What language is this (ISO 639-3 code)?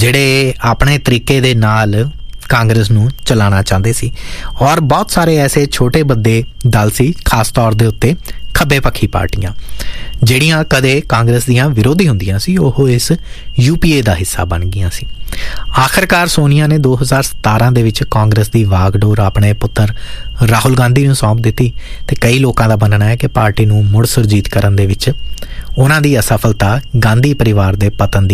pan